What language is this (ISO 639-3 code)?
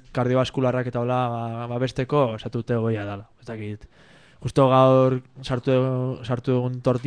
eus